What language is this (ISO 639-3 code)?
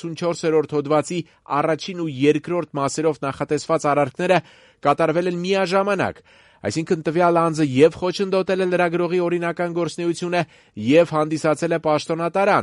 hye